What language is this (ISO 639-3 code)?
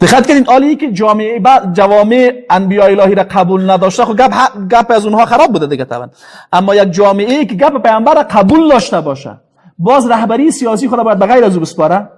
fas